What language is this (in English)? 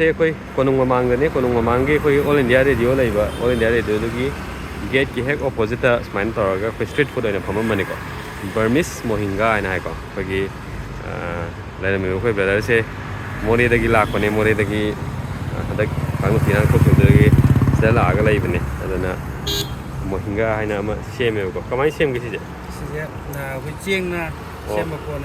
Manipuri